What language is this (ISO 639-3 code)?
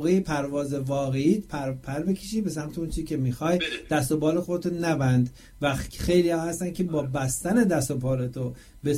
fas